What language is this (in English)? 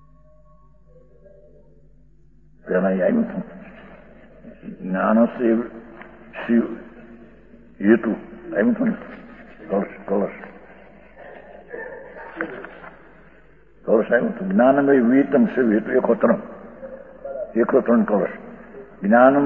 Gujarati